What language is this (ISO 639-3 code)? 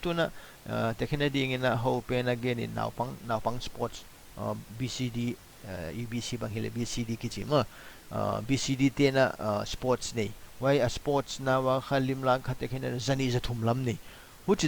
pck